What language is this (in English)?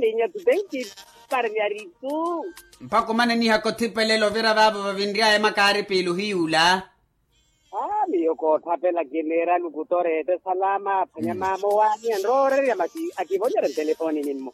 Makhuwa